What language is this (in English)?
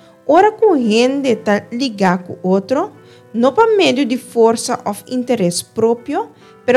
Papiamento